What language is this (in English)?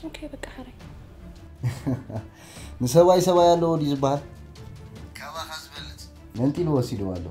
Tigrinya